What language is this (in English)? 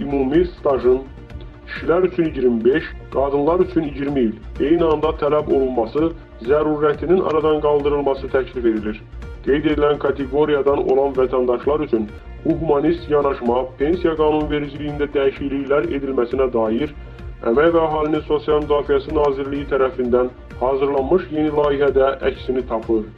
Azerbaijani